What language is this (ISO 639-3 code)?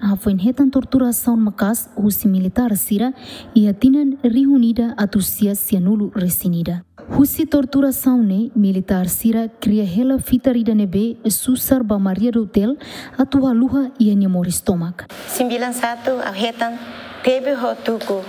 tet